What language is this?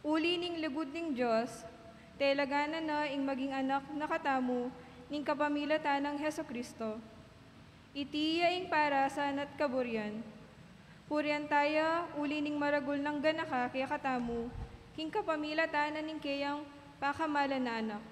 Pampanga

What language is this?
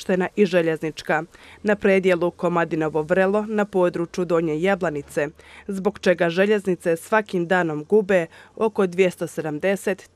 Croatian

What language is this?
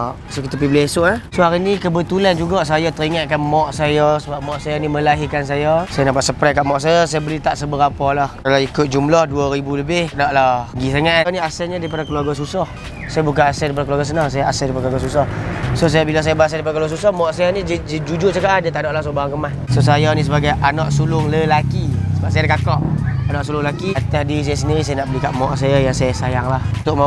Malay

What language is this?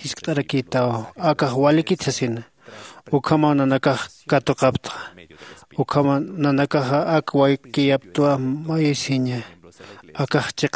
Aymara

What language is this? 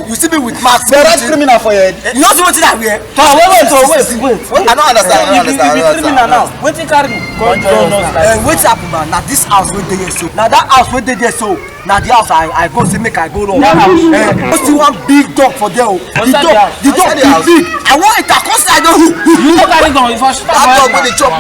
Nigerian Pidgin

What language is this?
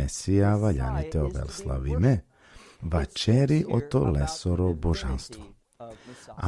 Balkan Romani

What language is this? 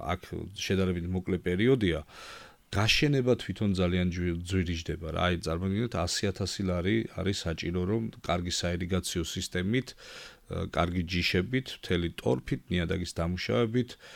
Georgian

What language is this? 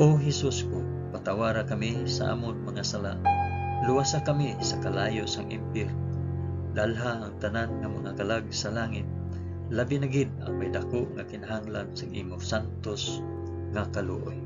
Hiligaynon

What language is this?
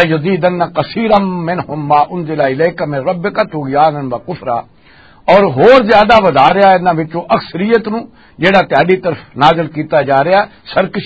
Western Panjabi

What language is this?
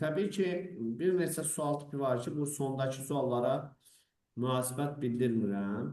Azerbaijani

